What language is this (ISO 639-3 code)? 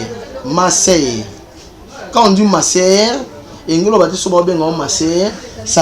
lin